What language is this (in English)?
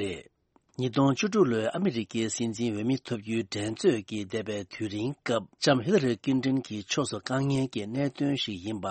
Tibetan